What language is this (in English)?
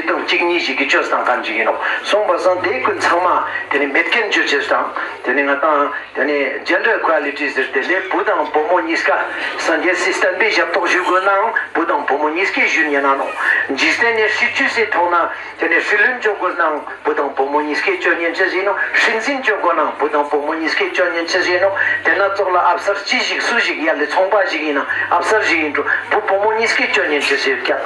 Ladakhi